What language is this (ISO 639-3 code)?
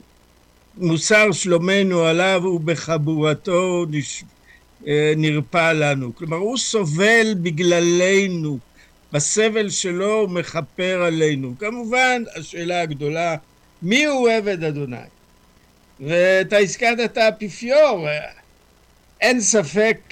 heb